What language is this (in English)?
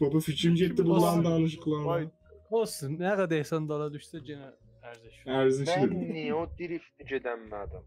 South Azerbaijani